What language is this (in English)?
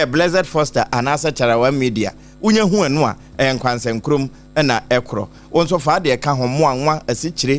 Akan